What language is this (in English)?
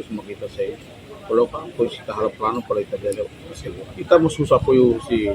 Tetum